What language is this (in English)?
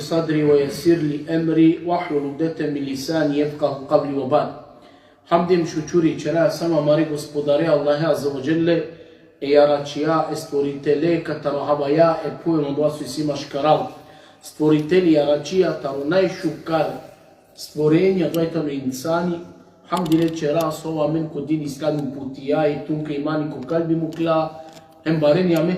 Balkan Romani